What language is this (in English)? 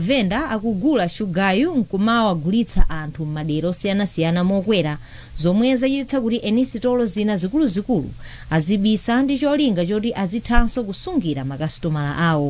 Nyanja